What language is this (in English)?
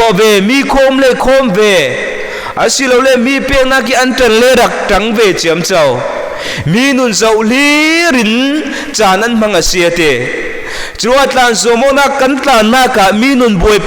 Falam Chin